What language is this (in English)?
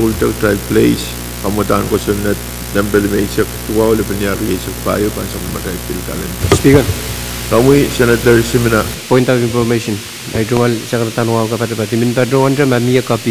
Pohnpeian